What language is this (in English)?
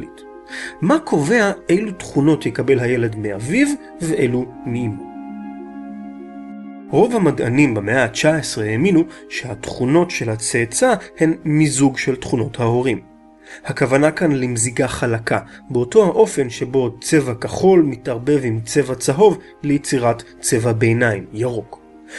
Hebrew